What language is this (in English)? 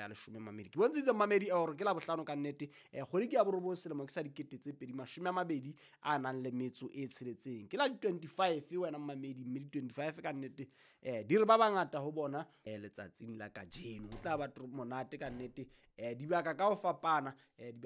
Southern Sotho